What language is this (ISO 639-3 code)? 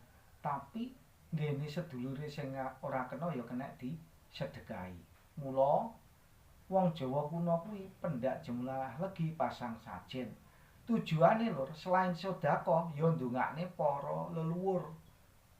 jav